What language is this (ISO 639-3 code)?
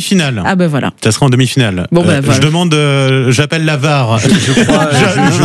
fra